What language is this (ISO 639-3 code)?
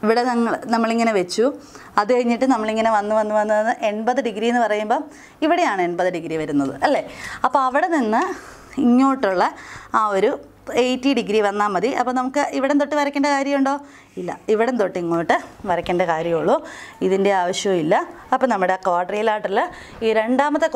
mal